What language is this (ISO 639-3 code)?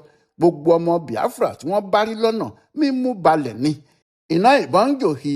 yor